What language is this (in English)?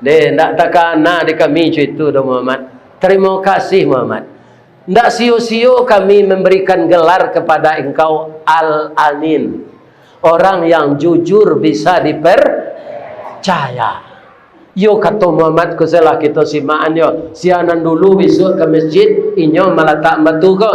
Minangkabau